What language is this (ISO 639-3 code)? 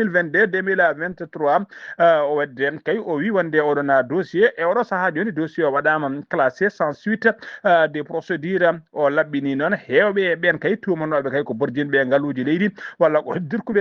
ful